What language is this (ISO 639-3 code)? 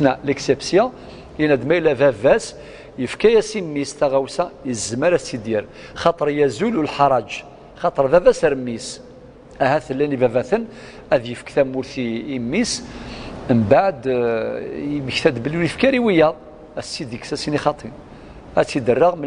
kab